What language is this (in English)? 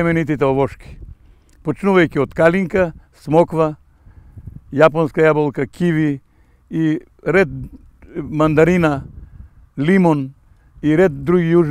Macedonian